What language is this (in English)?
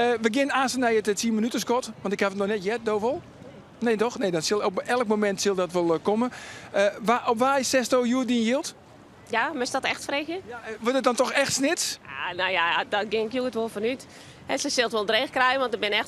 Western Frisian